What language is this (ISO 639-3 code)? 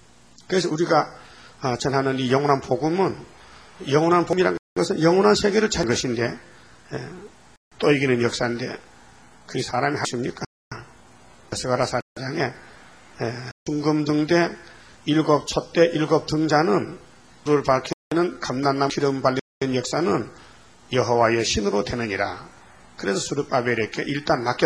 kor